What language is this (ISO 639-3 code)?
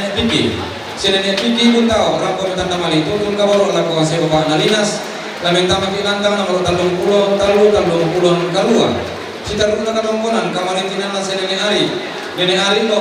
sda